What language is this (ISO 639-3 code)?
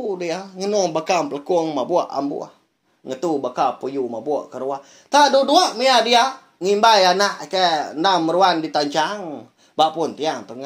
iba